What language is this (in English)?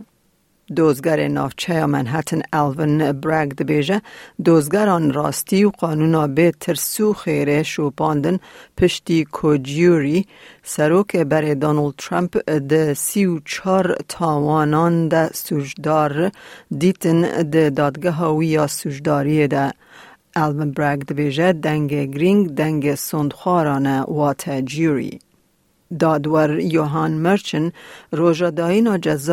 Kurdish